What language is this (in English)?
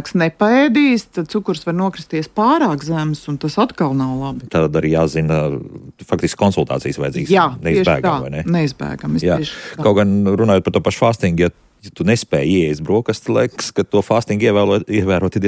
Latvian